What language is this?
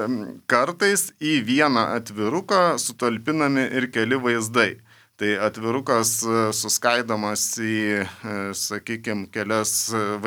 Lithuanian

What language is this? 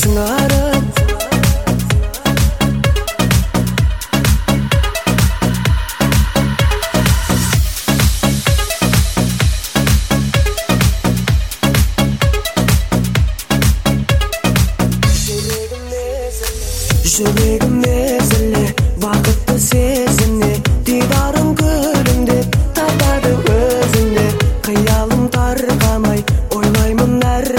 Kazakh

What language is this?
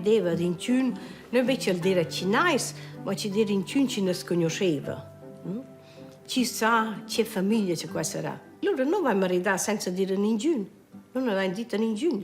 Romansh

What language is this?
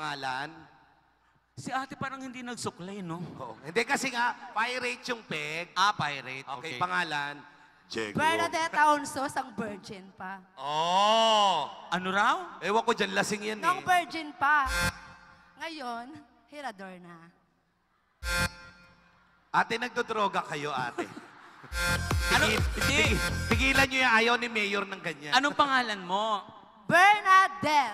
Filipino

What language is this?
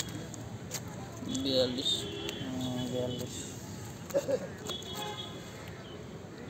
Bangla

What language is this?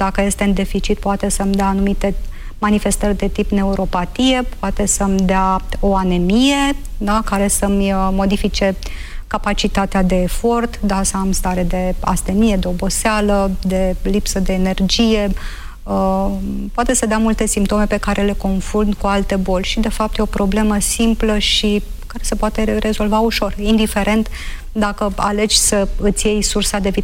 Romanian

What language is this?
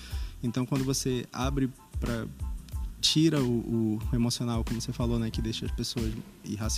Portuguese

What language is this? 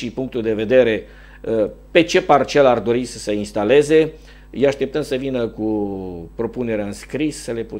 Romanian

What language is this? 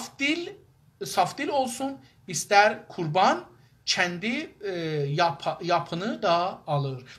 South Azerbaijani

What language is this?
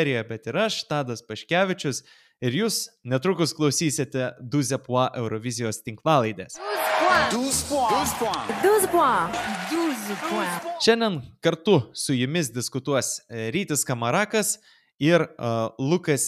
Lithuanian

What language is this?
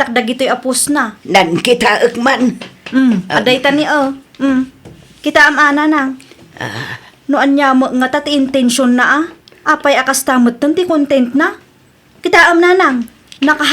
Iloko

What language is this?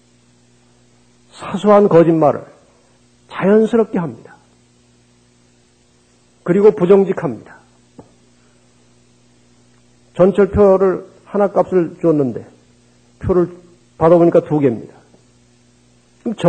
Korean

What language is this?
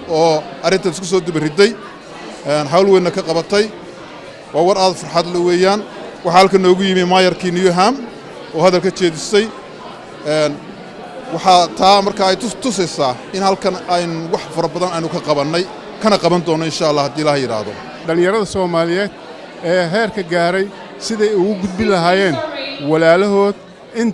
Somali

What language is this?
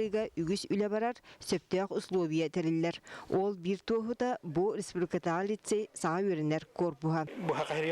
Yakut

